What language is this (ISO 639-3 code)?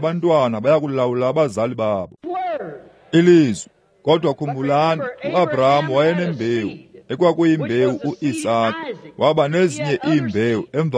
xho